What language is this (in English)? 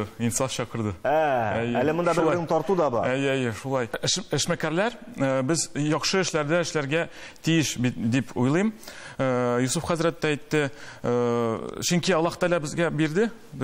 Tatar